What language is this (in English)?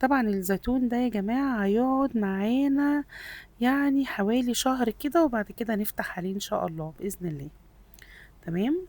Egyptian Arabic